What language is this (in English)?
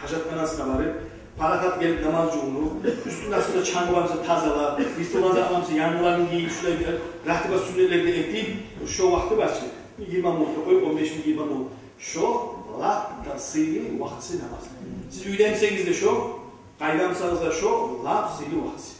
Kumyk